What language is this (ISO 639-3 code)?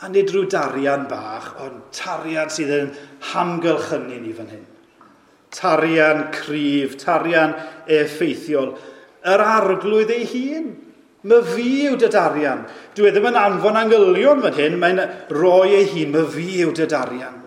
cym